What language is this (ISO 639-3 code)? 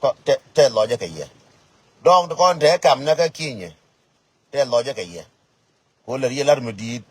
nus